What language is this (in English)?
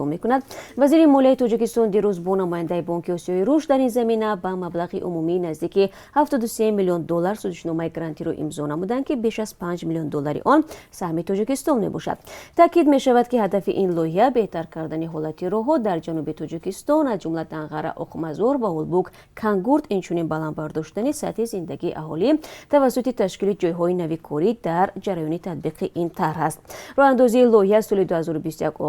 Tajik